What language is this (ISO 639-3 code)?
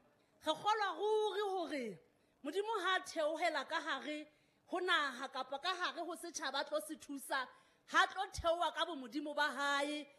sot